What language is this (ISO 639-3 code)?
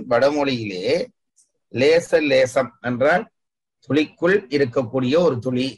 tam